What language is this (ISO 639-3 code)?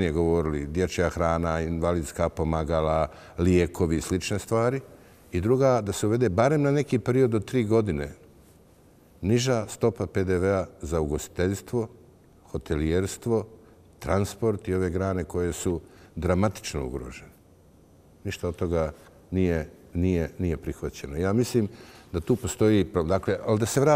bos